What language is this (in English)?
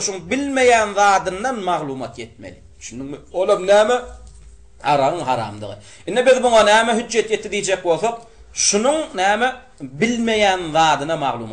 Turkmen